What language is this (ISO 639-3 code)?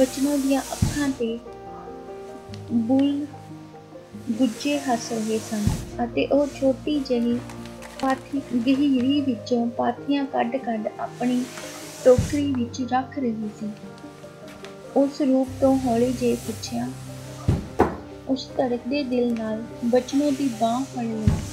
pan